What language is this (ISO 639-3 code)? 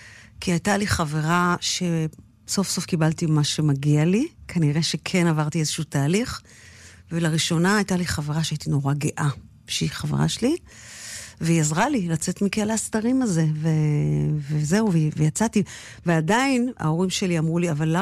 heb